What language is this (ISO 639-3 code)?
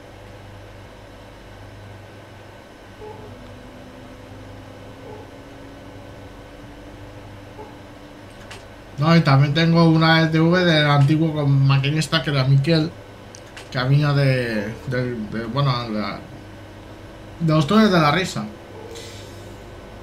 spa